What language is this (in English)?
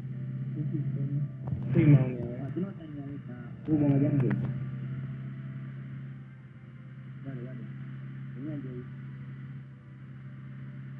Burmese